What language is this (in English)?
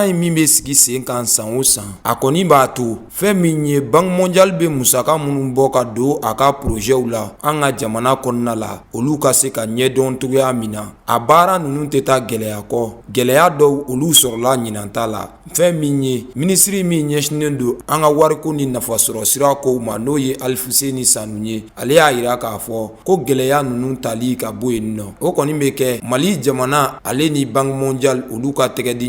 Bambara